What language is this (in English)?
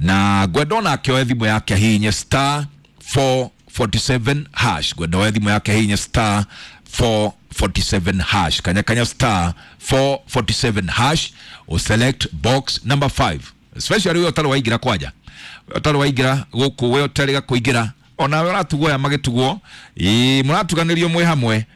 Kikuyu